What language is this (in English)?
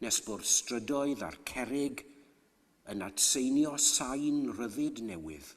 Welsh